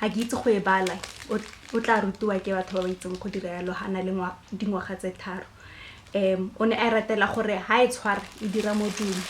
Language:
Tswana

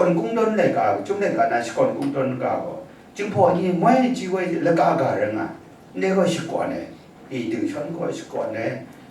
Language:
Kachin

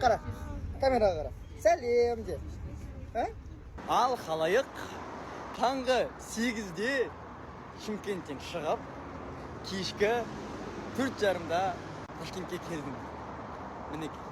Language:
Kazakh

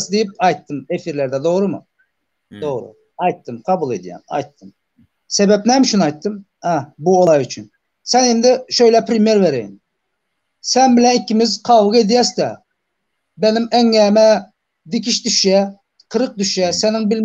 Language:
Turkmen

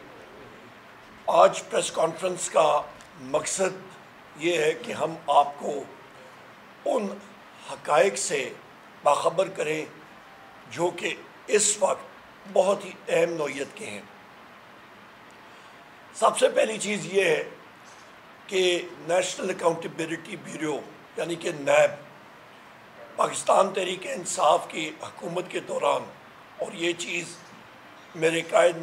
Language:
Urdu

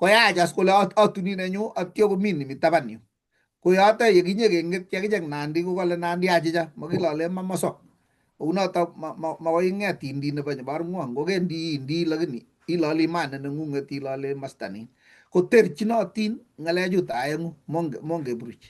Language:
Kalenjin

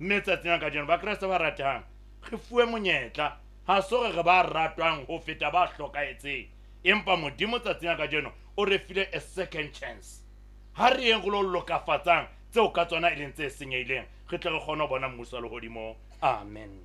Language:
Southern Sotho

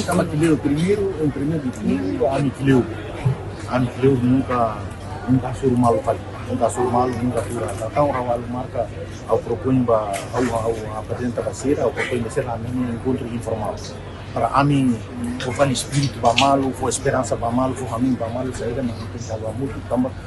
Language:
Tetum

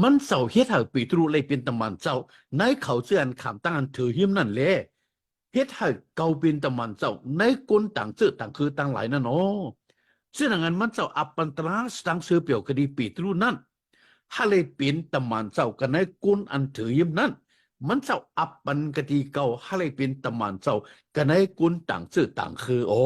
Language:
Shan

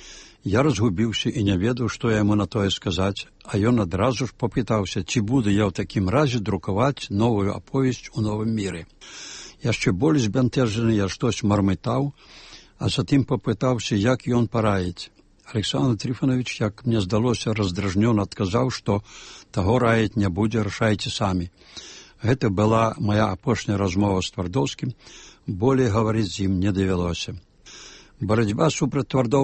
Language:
Belarusian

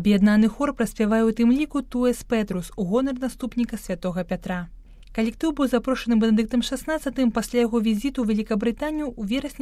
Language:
Belarusian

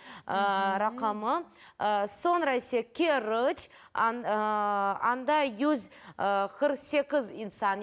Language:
Crimean Tatar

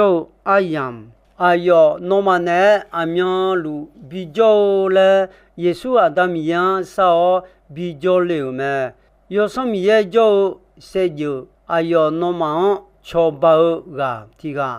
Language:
Akha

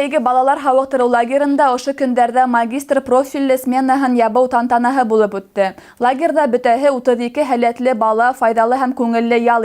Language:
Bashkir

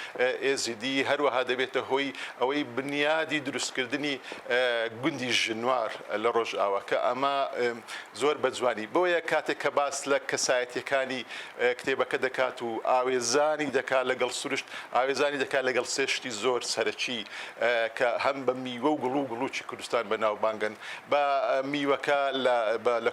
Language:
Central Kurdish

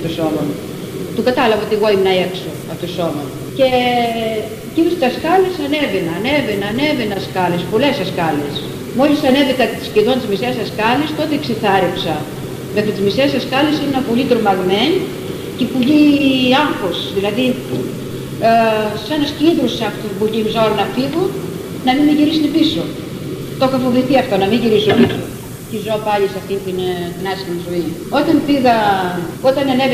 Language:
Greek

